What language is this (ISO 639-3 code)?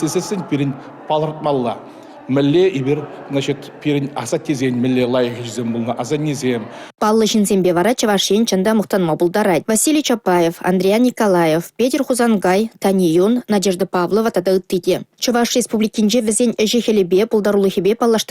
chv